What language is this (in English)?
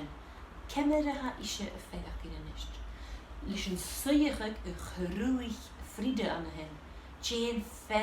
Scottish Gaelic